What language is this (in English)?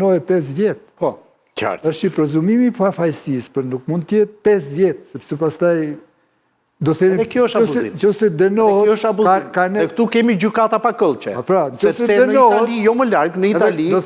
Albanian